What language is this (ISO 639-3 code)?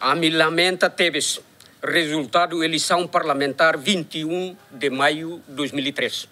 tet